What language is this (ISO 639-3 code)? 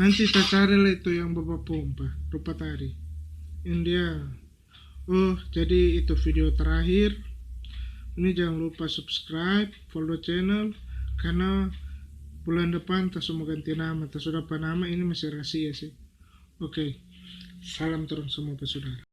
xmm